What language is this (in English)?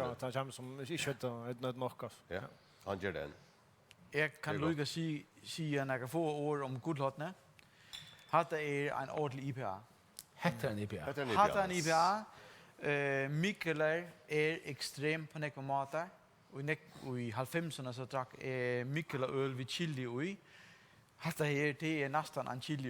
Faroese